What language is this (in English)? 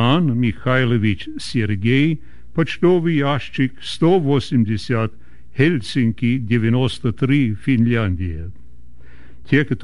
Russian